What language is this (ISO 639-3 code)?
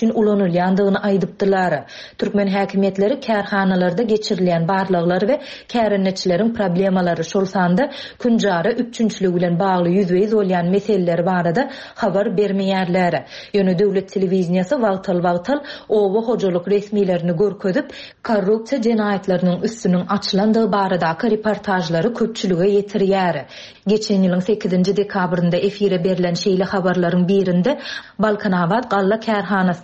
tuk